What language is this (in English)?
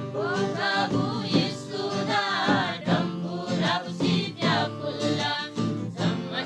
Eastern Tamang